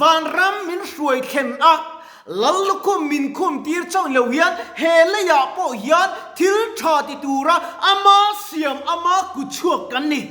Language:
Mizo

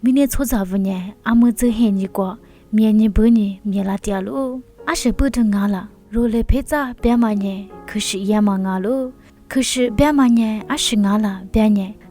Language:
Lisu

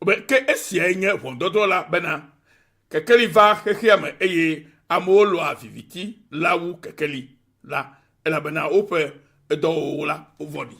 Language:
Ewe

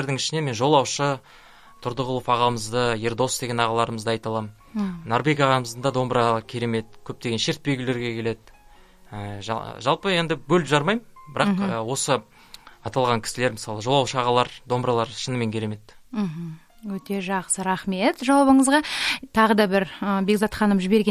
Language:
Kazakh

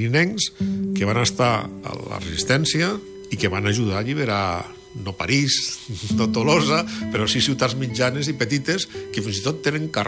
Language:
Catalan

